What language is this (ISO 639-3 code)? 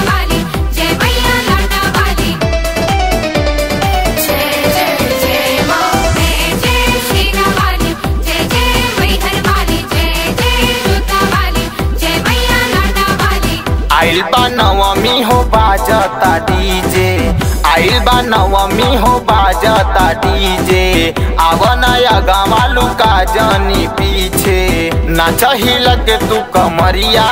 bho